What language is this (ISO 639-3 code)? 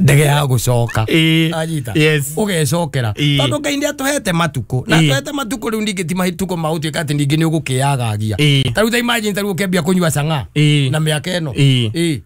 kik